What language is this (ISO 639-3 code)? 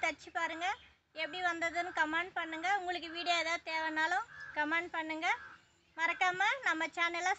tam